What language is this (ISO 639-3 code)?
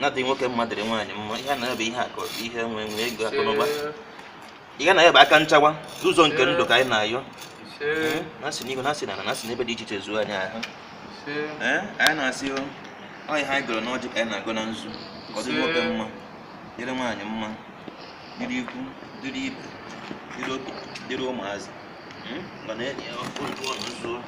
ibo